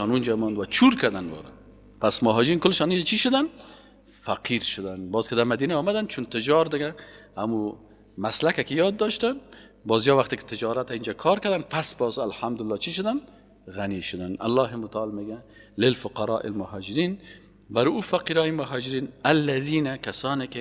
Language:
Persian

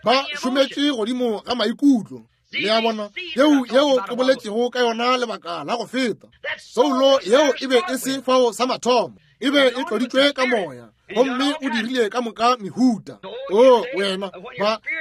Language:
Northern Sotho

